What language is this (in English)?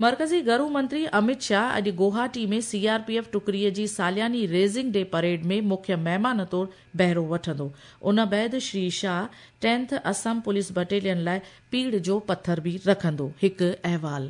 Sindhi